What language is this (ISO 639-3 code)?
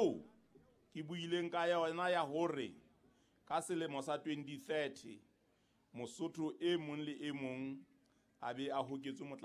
sot